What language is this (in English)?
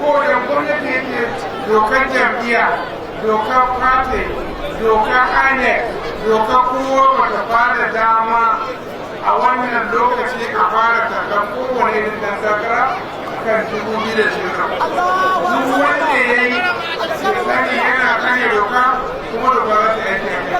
Hausa